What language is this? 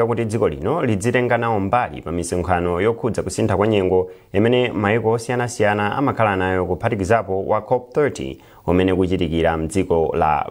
Nyanja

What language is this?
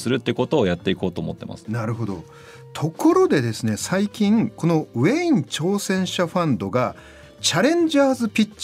Japanese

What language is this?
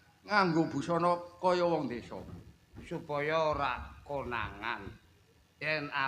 Javanese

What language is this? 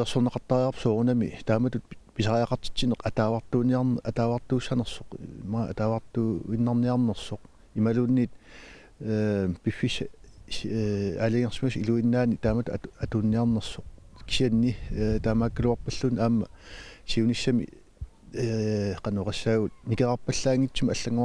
Kalaallisut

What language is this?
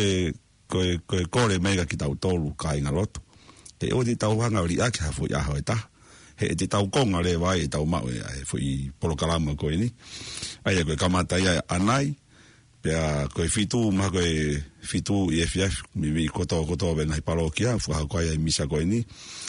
Tongan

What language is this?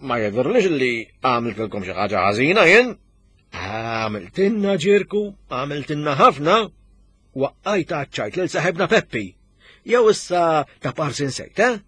Maltese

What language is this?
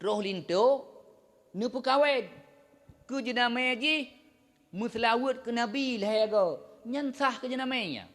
Achinese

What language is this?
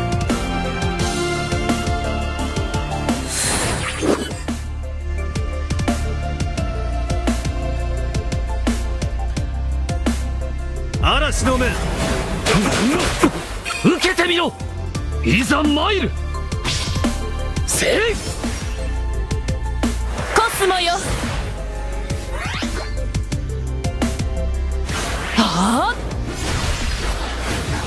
Japanese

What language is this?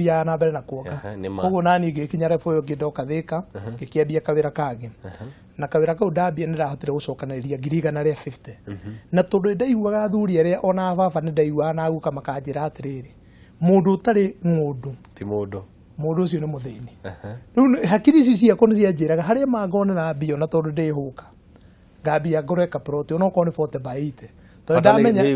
Kikuyu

